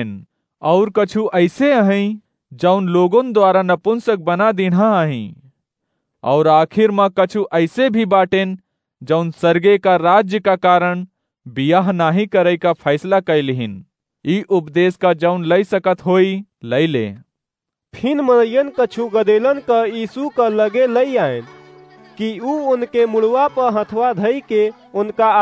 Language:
Awadhi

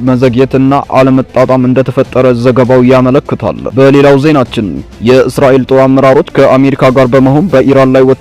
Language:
Amharic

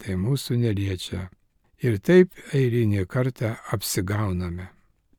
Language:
Lithuanian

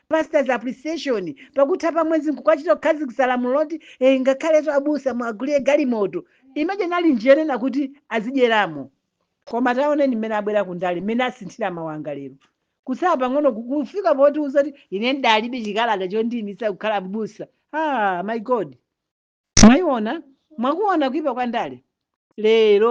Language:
Nyanja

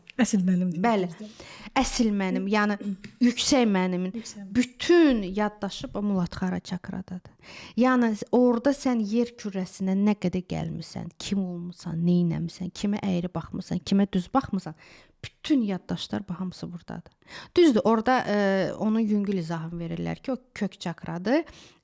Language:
Azerbaijani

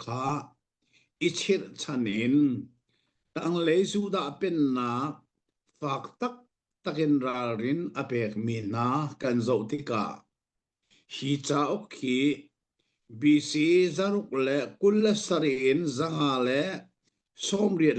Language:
Hakha Chin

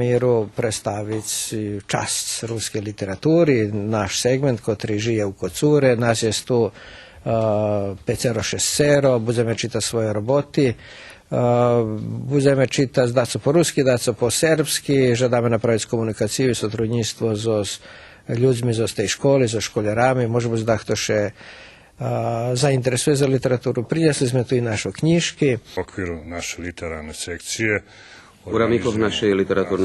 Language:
Rusyn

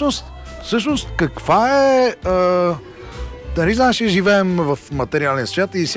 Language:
Bulgarian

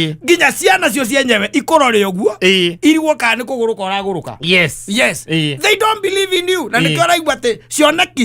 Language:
Kikuyu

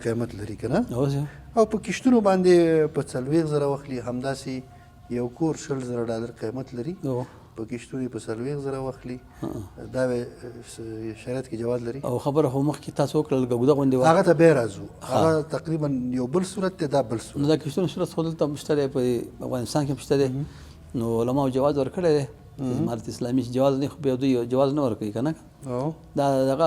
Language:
Pashto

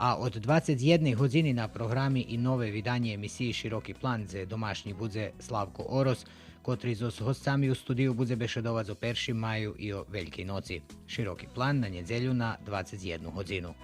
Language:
Rusyn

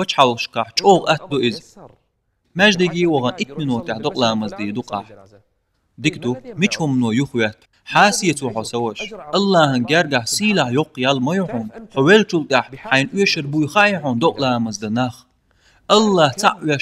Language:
Chechen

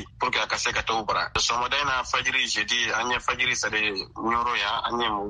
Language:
Bambara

